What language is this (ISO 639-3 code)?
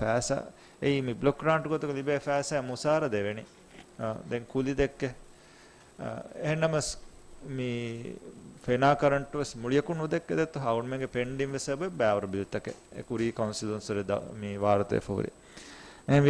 div